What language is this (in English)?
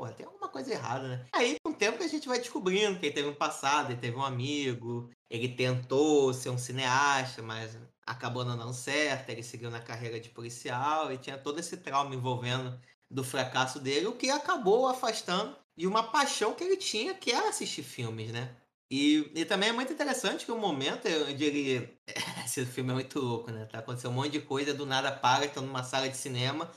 Portuguese